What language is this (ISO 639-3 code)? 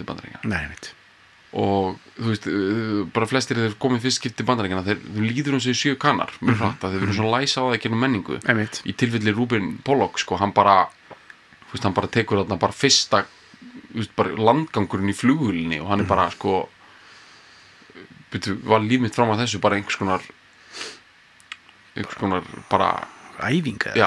isl